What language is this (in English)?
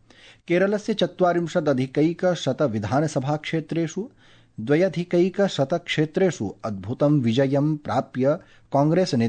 Sanskrit